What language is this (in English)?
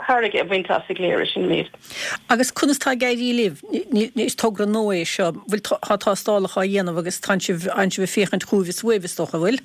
Irish